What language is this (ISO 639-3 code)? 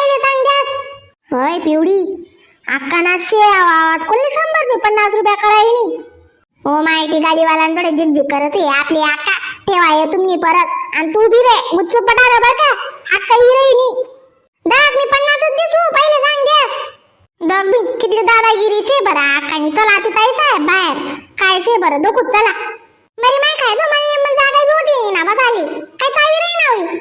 khn